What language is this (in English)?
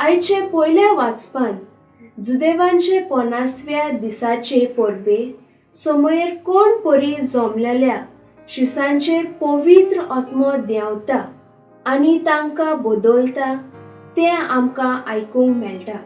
Konkani